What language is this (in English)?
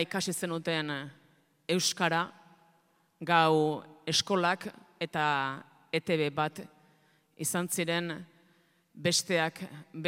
Basque